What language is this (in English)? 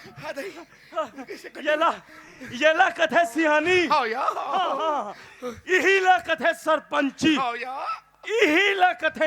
Chhattisgarhi